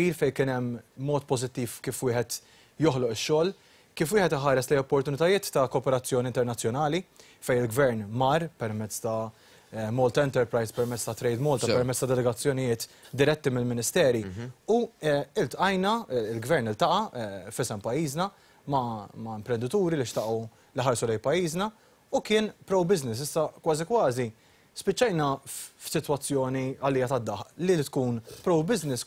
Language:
Maltese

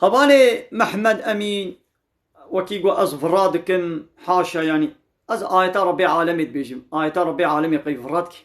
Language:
Kurdish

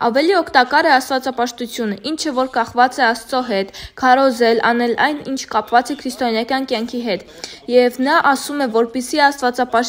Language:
Armenian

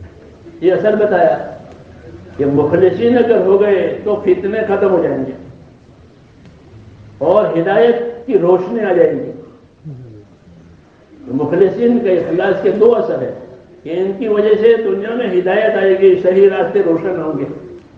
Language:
Urdu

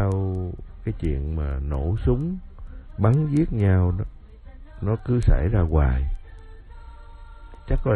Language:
Vietnamese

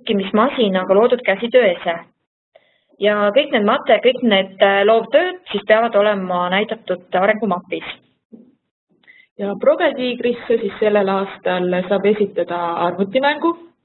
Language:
Estonian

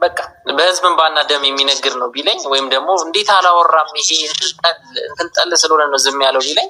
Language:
Amharic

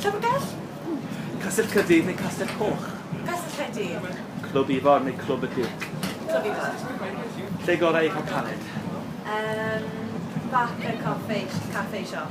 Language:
Welsh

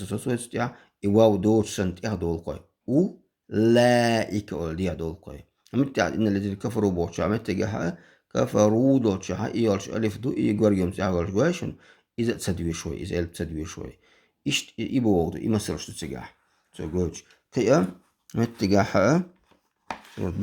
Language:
Chechen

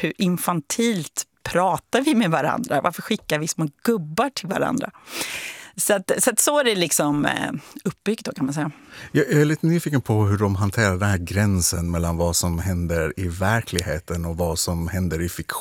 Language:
Swedish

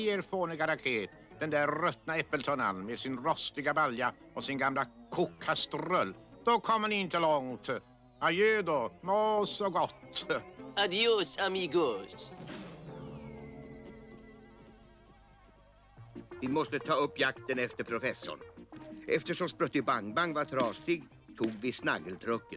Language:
Swedish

